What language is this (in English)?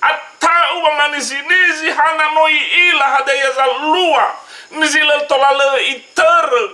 Nias